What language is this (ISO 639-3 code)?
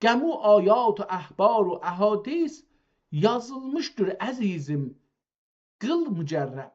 azb